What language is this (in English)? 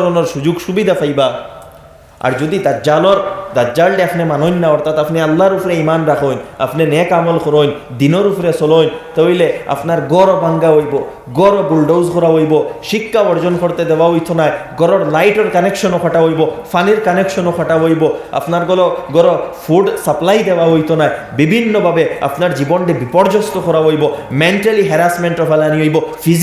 Sylheti